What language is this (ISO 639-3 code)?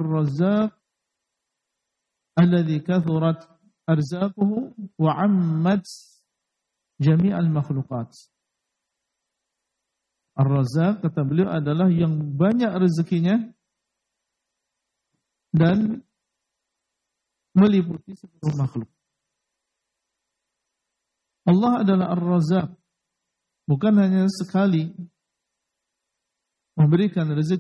ind